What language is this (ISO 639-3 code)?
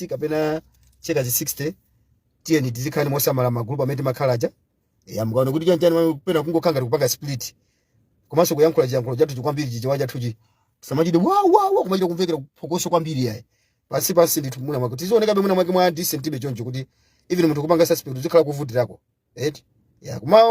nya